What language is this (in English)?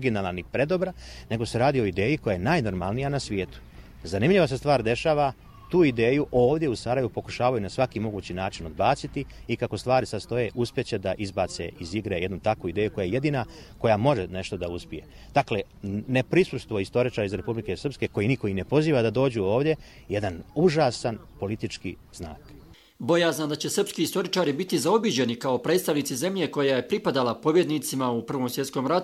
Bosnian